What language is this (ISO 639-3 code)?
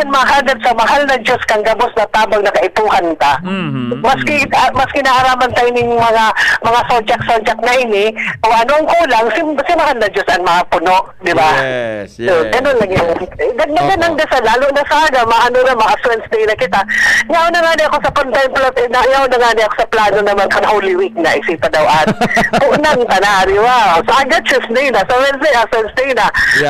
bik